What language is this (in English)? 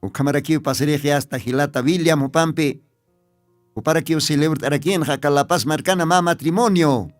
Aymara